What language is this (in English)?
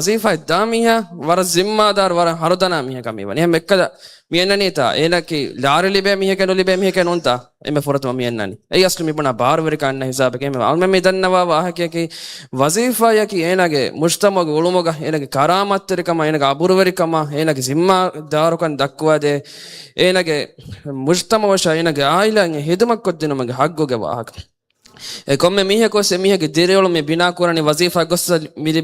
Divehi